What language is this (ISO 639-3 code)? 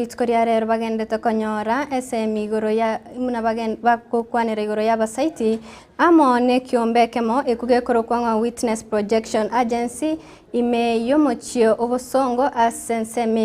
guz